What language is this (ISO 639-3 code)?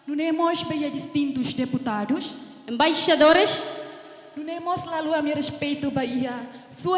tet